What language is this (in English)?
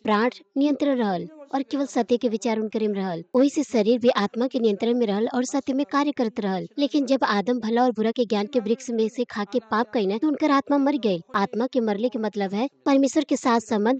Bhojpuri